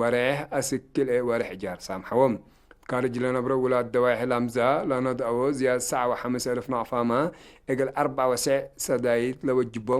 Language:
Tigre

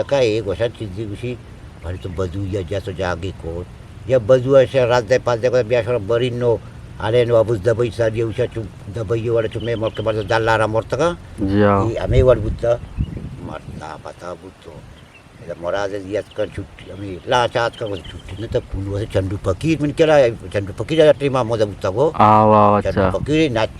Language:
Eastern Balochi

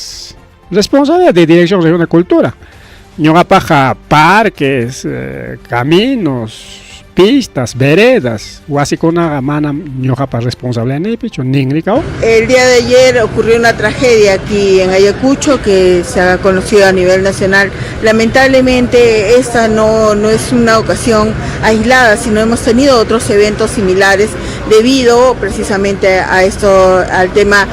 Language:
Ayacucho Quechua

